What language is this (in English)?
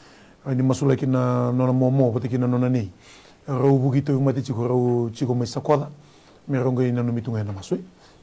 Fijian